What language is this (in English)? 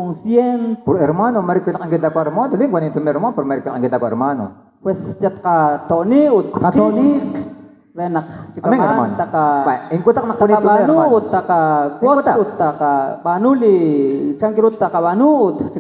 Kekchí